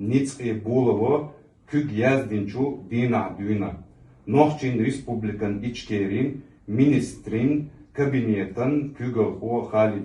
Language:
Chechen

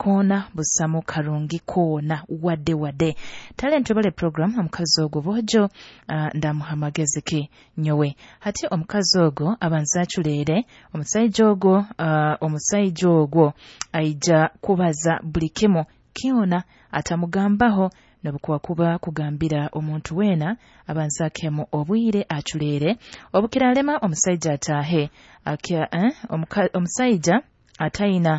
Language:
Nyoro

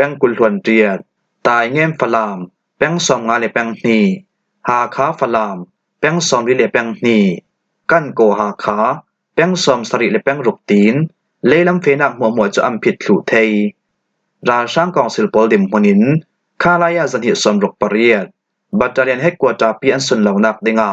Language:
Falam Chin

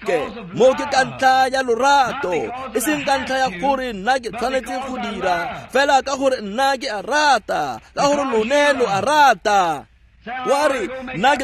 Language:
Tswana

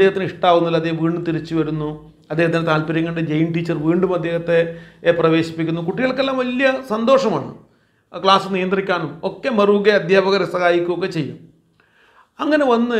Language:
Malayalam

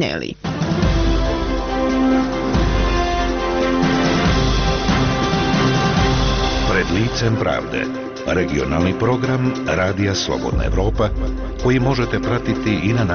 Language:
Bosnian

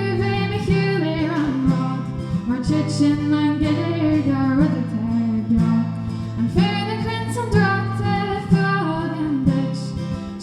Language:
Irish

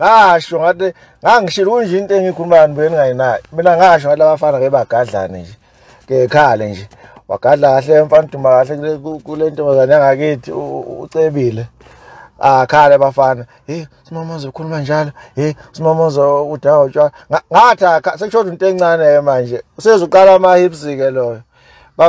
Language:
Zulu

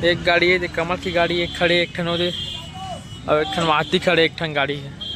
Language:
Chhattisgarhi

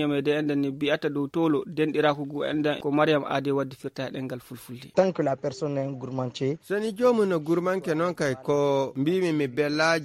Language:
Fula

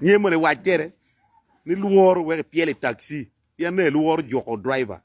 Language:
Acoli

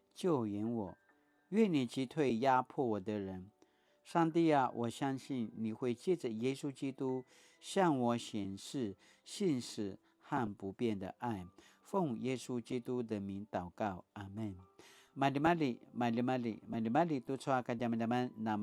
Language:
Paiwan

